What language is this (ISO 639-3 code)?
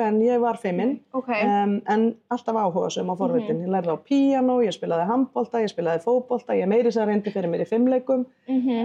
isl